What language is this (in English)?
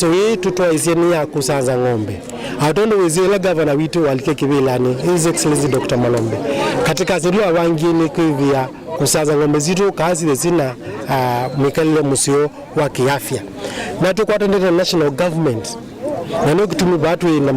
Kamba